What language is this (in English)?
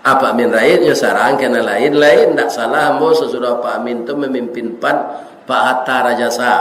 Minangkabau